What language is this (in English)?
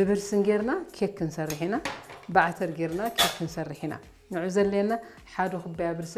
Tigrinya